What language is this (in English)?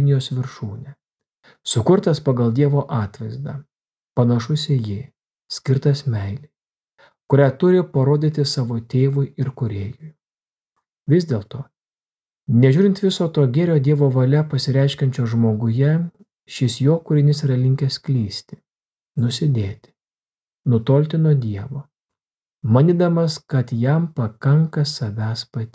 Lithuanian